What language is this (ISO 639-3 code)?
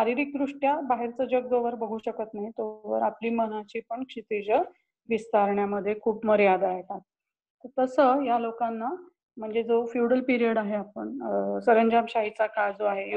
mar